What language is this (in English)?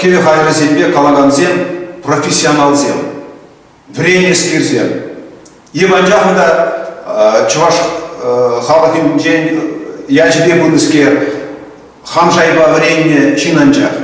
Chuvash